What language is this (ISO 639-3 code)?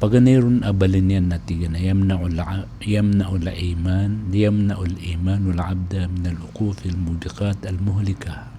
mrw